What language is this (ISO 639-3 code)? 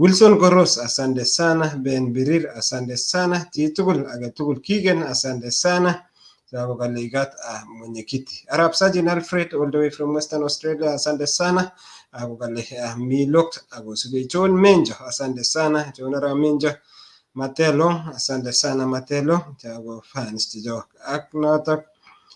kln